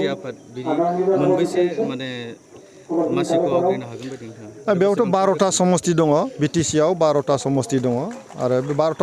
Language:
Bodo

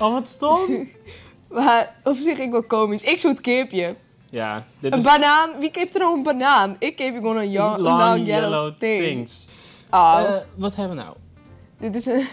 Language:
Western Frisian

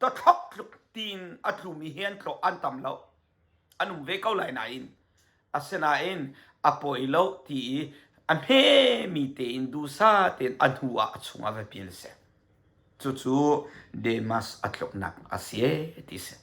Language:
Hakha Chin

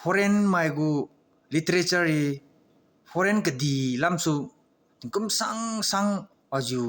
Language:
Liangmai Naga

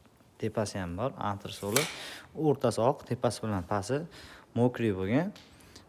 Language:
Uzbek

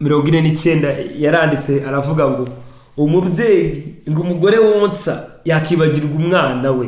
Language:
Kinyarwanda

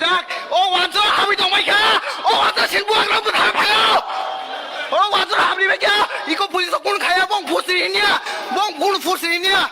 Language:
Kok Borok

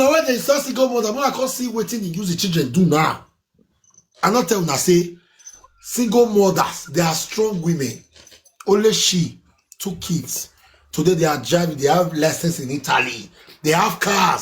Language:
Nigerian Pidgin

